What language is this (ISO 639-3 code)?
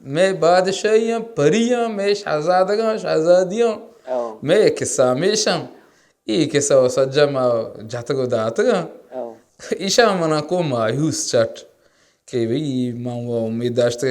bal